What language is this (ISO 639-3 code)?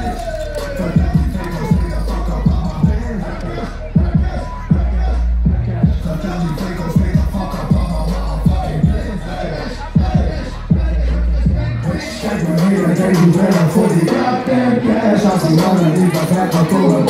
nld